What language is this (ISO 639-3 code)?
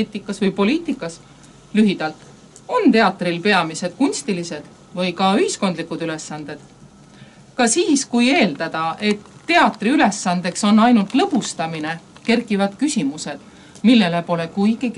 est